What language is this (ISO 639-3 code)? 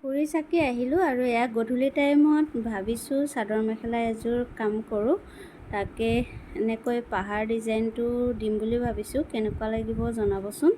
asm